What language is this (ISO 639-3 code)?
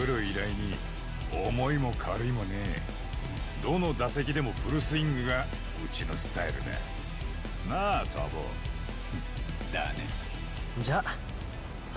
jpn